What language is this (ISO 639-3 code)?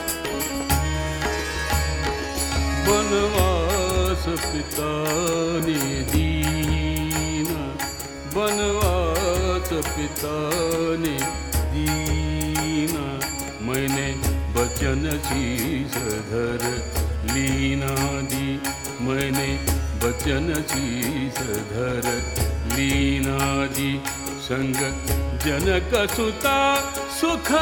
hin